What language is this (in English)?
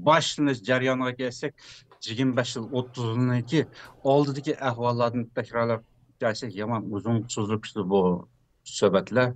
Uyghur